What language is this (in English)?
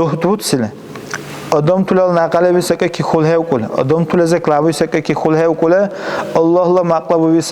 Dargwa